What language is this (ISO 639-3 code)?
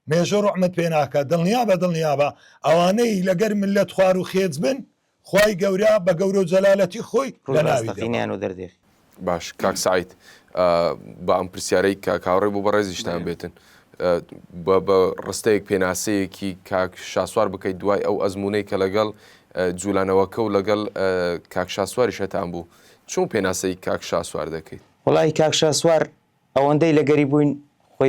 ckb